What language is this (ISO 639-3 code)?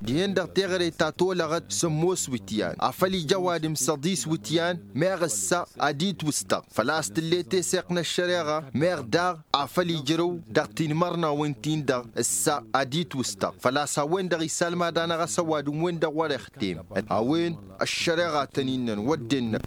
taq